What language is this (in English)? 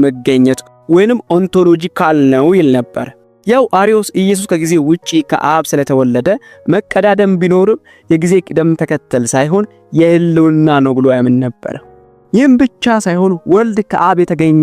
Amharic